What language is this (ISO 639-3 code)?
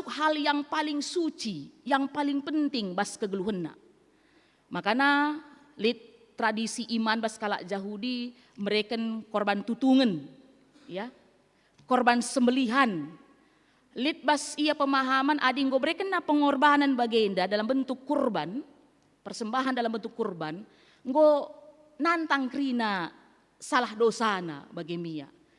btx